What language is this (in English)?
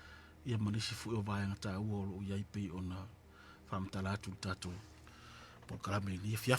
Samoan